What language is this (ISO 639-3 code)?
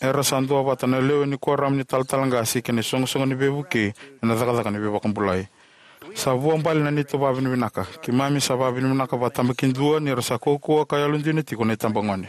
fij